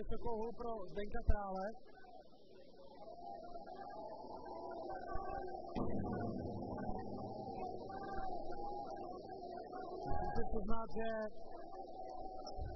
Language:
Czech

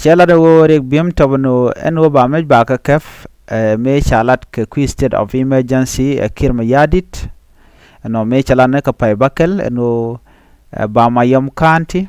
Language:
Nuer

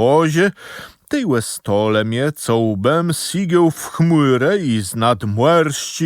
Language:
Kashubian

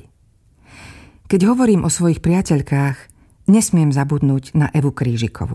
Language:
Slovak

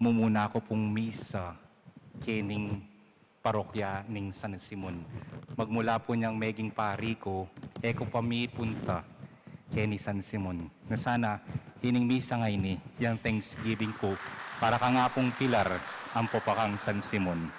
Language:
Pampanga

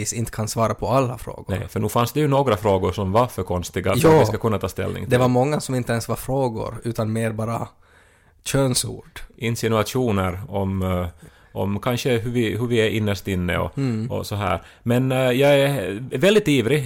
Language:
Swedish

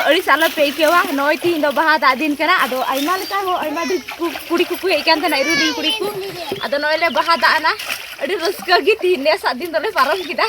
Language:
Santali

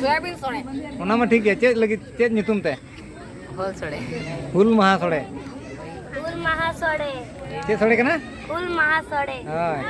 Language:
Santali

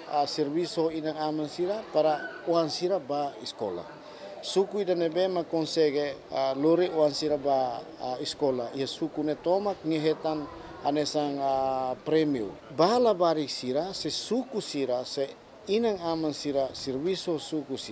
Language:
Tetum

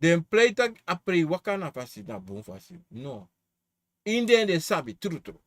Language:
Sranan Tongo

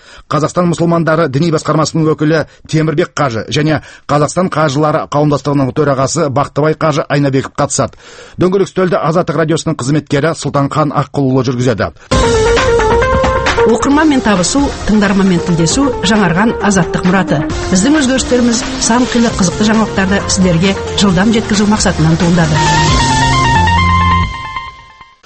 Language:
Kazakh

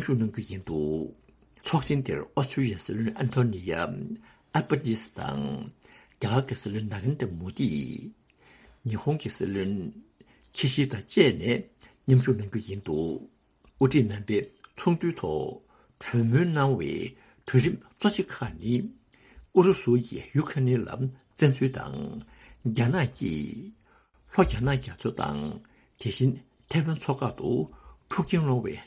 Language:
Tibetan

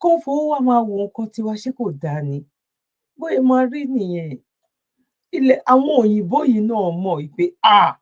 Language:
Yoruba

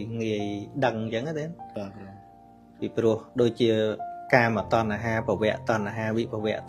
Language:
Khmer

